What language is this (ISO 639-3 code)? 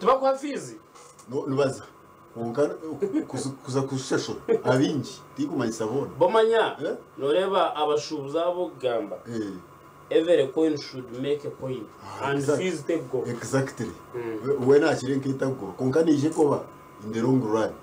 nyn